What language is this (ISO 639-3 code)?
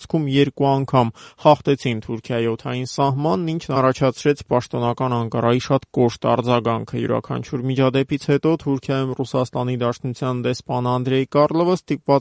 hye